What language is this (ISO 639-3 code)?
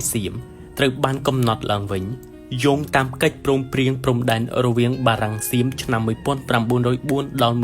khm